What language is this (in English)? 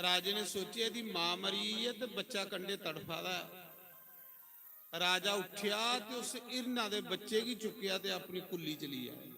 Dogri